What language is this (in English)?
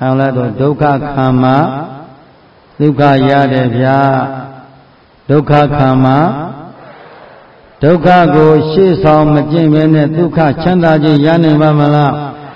Burmese